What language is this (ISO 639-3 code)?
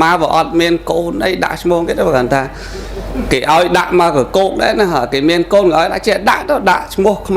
khm